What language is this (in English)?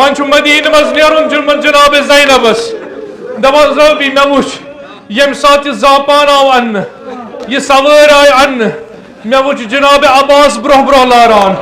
Kashmiri